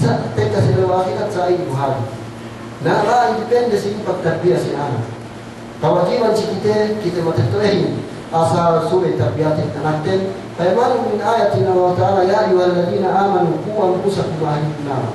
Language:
Yakan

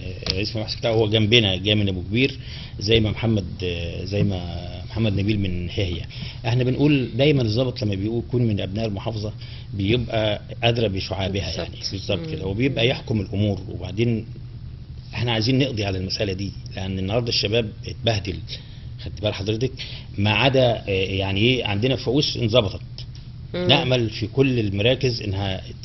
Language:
Egyptian Arabic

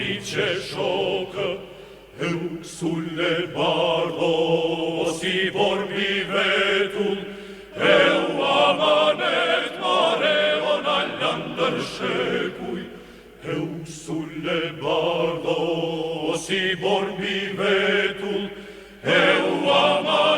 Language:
Albanian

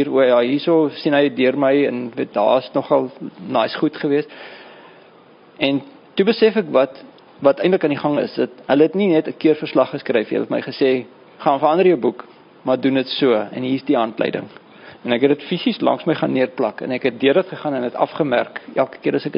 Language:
Afrikaans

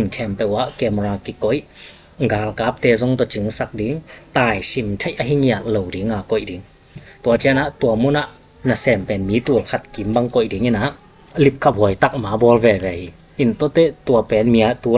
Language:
Tedim Chin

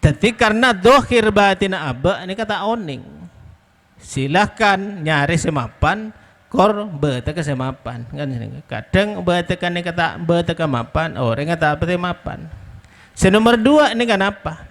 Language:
Madurese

